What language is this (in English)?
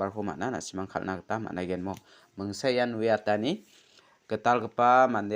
Garo